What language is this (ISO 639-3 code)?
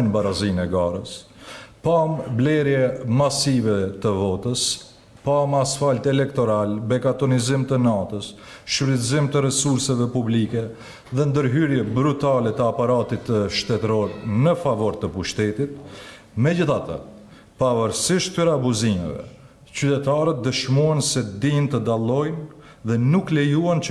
sqi